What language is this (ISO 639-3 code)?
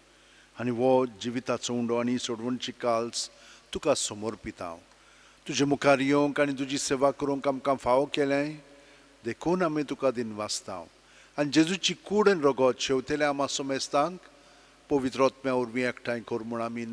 kok